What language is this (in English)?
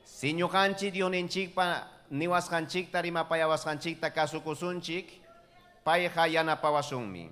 Ayacucho Quechua